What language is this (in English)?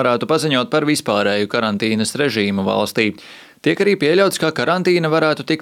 Latvian